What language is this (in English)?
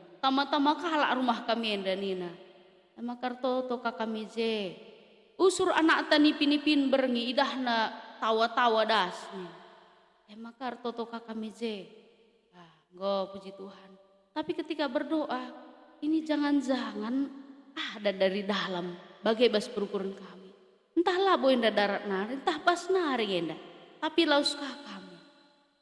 Batak Karo